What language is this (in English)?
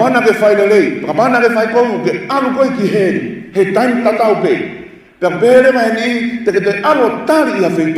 Tongan